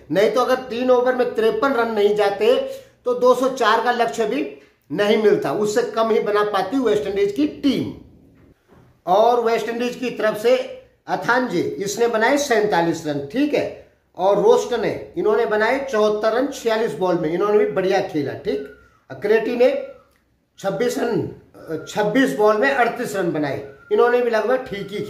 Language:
Hindi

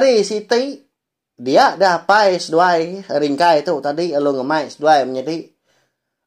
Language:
Iban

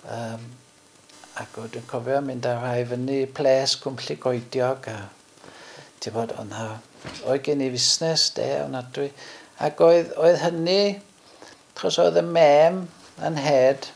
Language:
Welsh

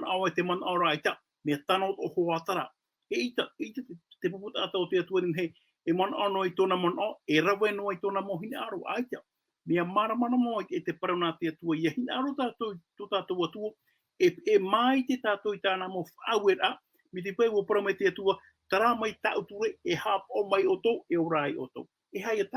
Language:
Tahitian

